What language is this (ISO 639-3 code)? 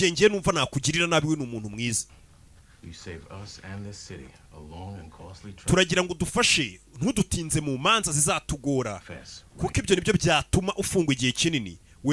kin